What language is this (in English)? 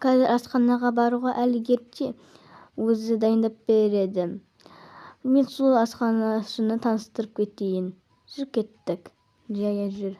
Kazakh